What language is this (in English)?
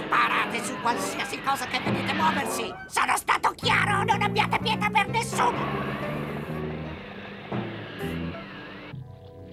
Italian